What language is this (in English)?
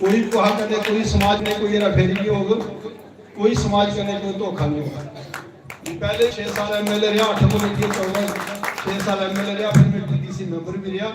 Dogri